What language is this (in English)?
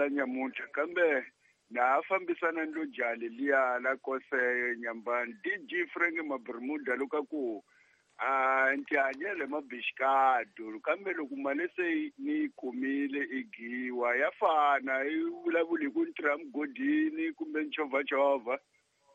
Tsonga